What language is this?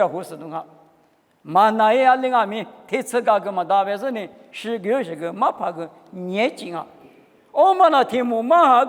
Lisu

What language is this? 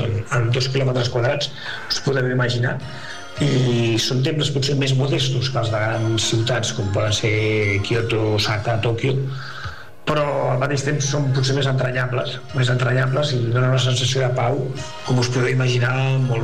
Catalan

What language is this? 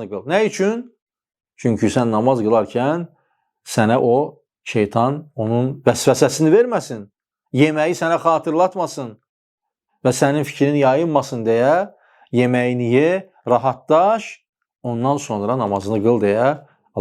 Azerbaijani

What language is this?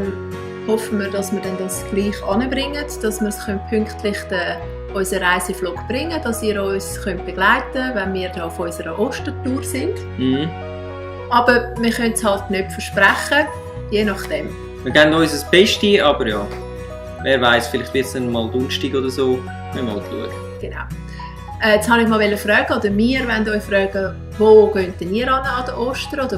Swiss German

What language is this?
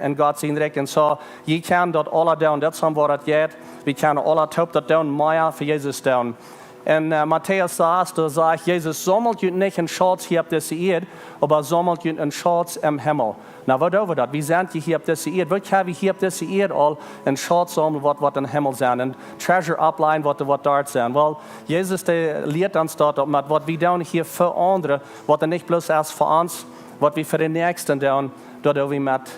Plautdietsch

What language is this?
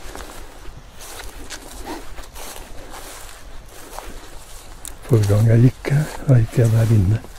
Norwegian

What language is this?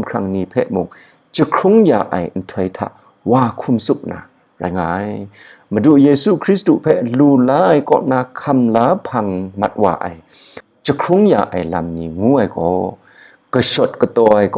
Kachin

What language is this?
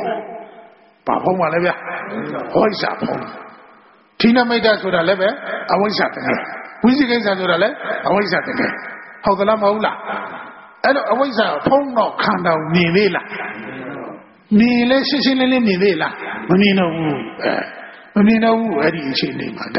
Burmese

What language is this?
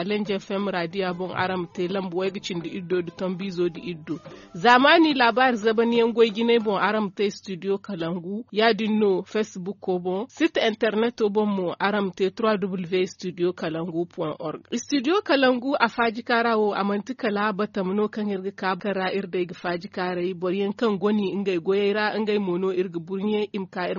Zarma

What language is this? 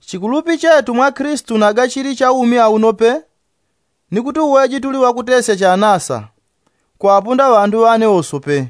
Yao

